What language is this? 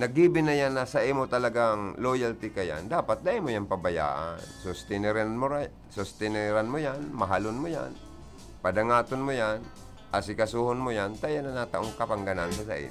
Bikol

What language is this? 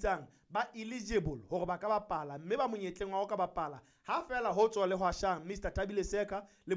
Southern Sotho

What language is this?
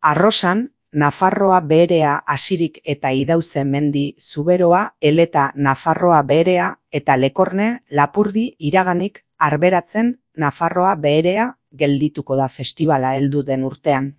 Basque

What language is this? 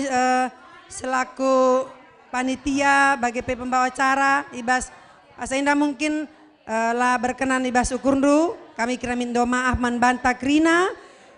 Batak Karo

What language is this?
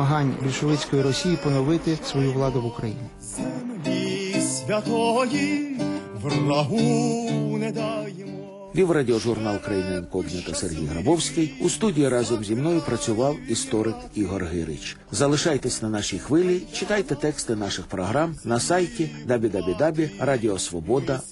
Ukrainian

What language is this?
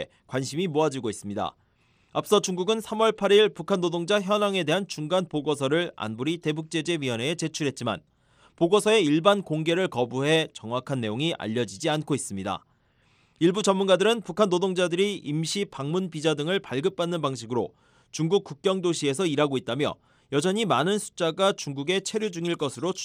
Korean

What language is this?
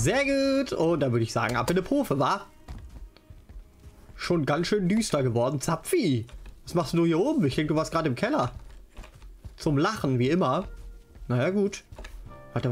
German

